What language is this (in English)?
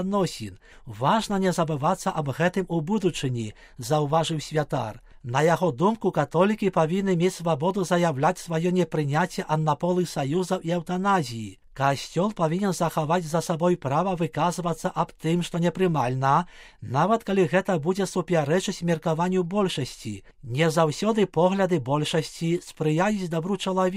Belarusian